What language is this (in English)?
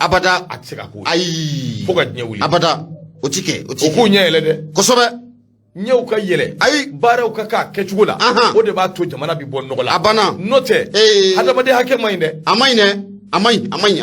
Bambara